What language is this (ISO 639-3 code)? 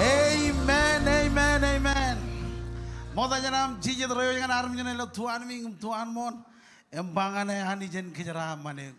mah